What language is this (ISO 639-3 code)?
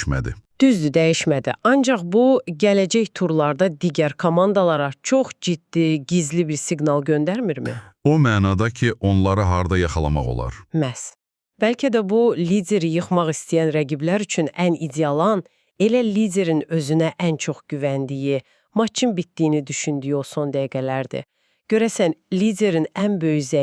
aze